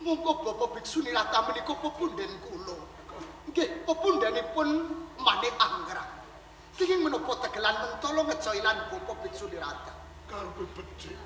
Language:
Javanese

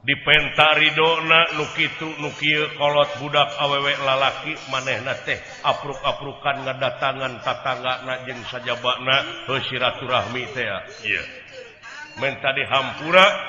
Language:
Sundanese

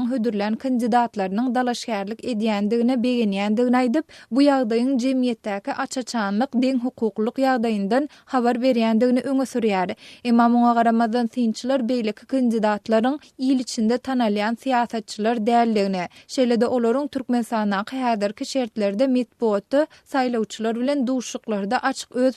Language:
Turkmen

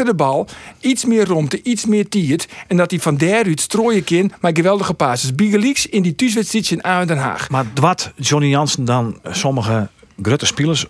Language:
Western Frisian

